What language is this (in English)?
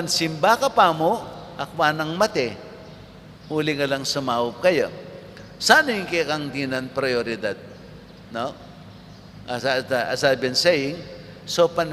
Pampanga